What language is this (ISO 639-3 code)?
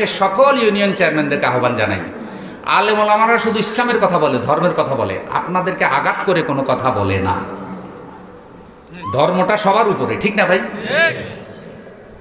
ben